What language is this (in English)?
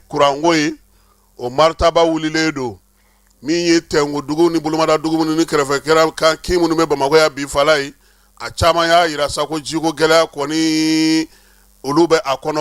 Bambara